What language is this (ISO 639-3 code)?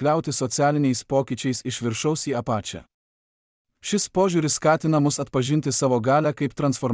lit